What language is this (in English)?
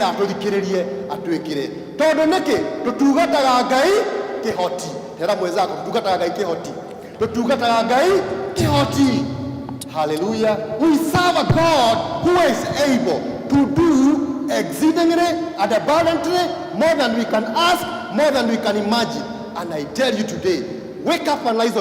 Kikuyu